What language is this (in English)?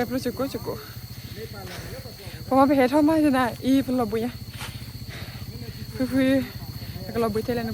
S'gaw Karen